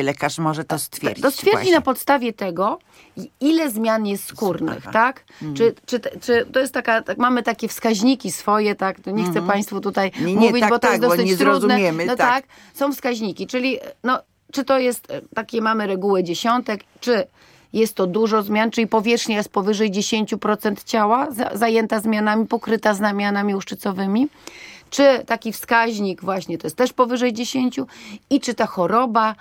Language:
Polish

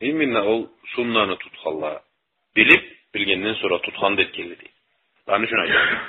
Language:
Karachay-Balkar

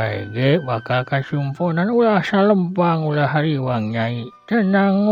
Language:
Sundanese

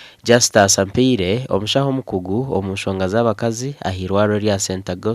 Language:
Nyankole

